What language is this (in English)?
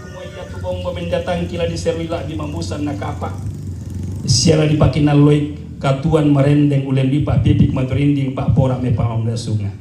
Toraja-Sa'dan